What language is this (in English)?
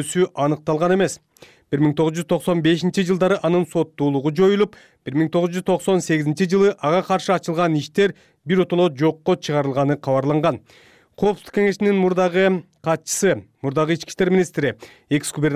Kyrgyz